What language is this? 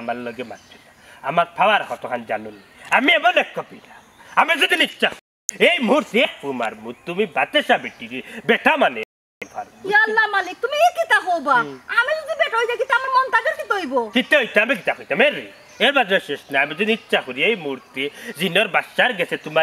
Sylheti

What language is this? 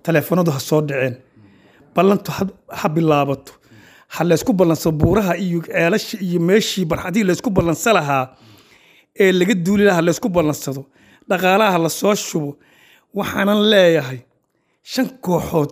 Somali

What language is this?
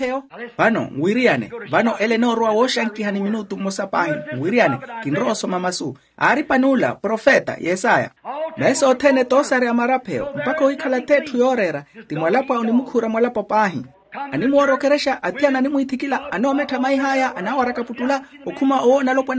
Makhuwa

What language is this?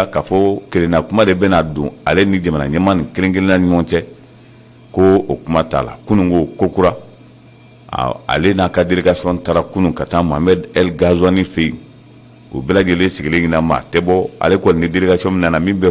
Bambara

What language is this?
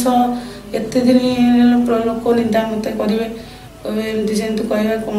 Odia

